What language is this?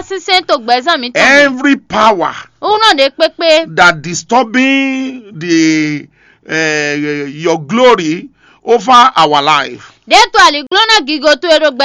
Fon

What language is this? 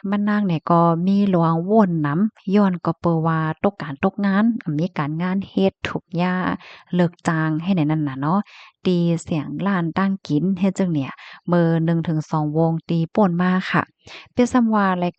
Shan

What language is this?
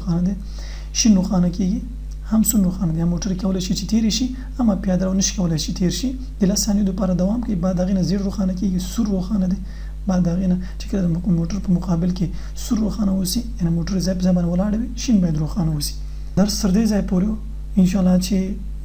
Pashto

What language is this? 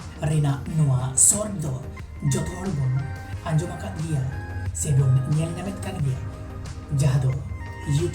Santali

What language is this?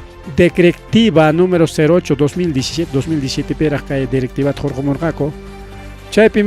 Ayacucho Quechua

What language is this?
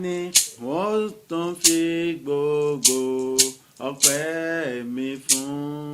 Yoruba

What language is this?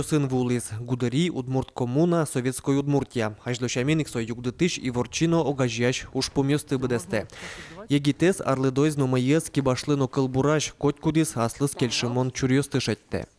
Udmurt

